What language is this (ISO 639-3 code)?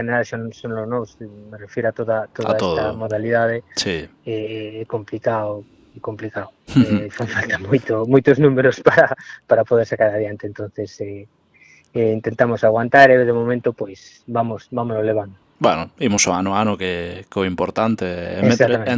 glg